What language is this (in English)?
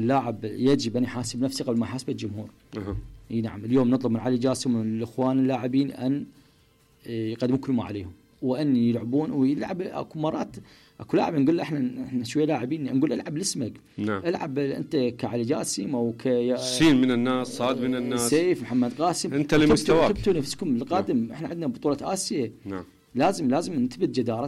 Mesopotamian Arabic